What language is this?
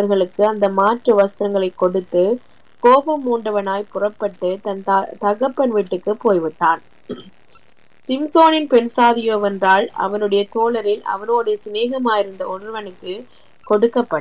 Tamil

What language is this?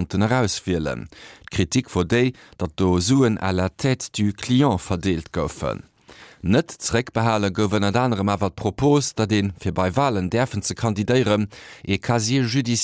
Luxembourgish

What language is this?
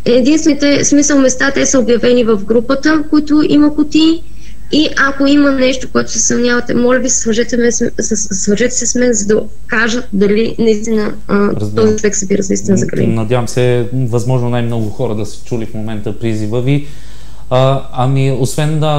Bulgarian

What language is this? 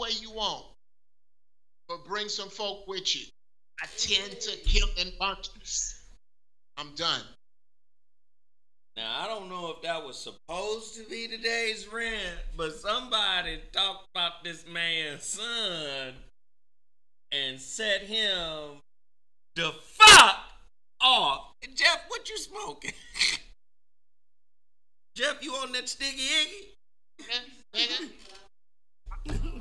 English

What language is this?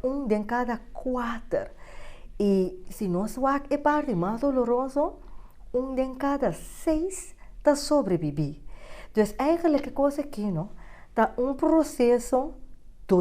Papiamento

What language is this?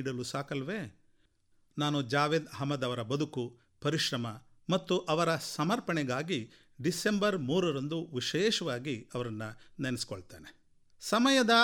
Kannada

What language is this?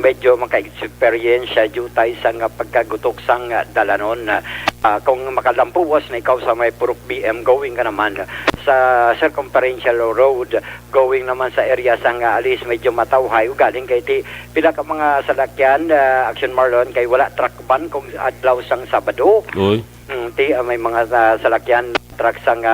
Hiligaynon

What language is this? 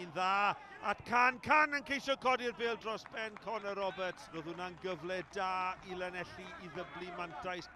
Welsh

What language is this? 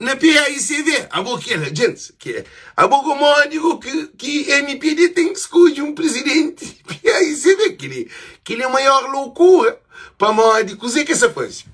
Kabuverdianu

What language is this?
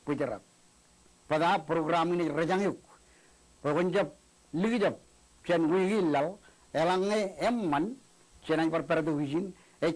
Marshallese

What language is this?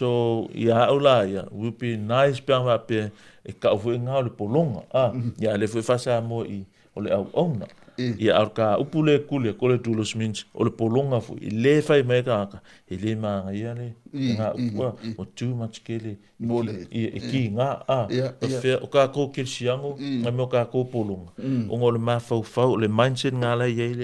Samoan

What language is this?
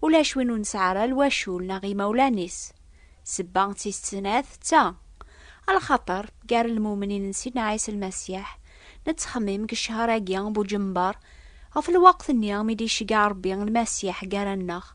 Kabyle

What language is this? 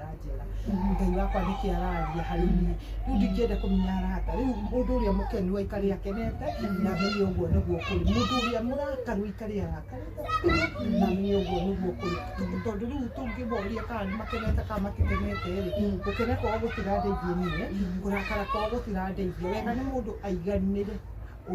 Kikuyu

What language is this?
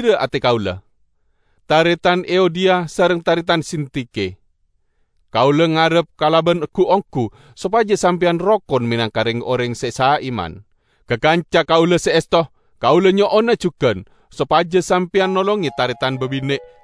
Madurese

